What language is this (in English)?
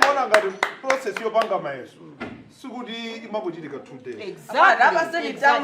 Nyanja